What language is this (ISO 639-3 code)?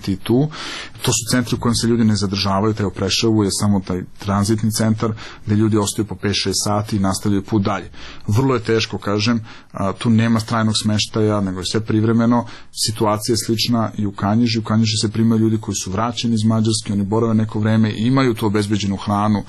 srp